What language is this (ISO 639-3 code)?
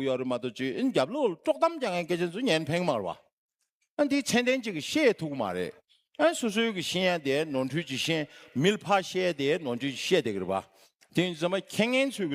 bod